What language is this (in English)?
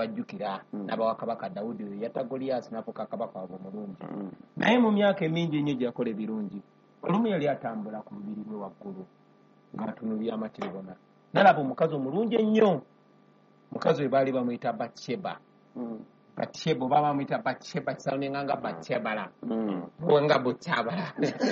Ganda